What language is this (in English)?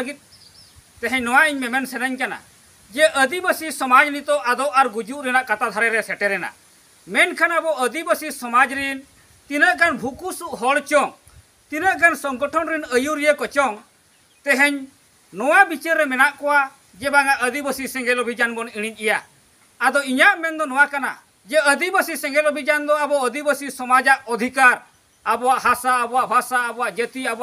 Santali